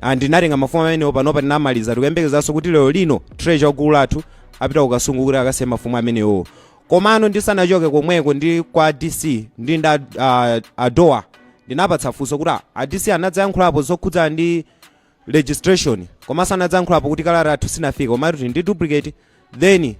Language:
Nyanja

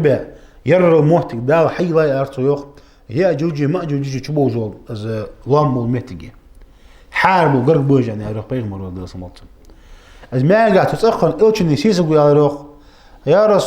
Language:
Ingush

